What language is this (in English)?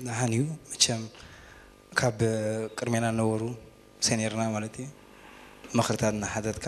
Tigrinya